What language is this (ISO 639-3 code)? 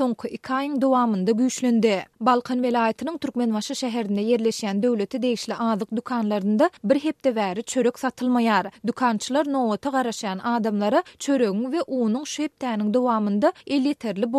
tuk